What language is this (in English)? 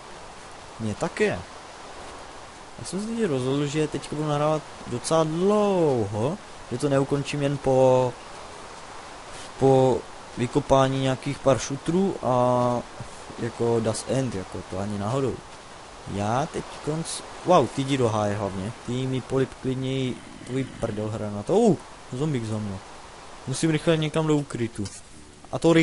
Czech